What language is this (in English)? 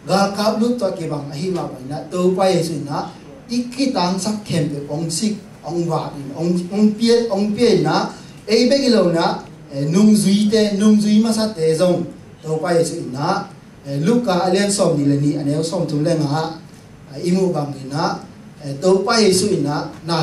Tedim Chin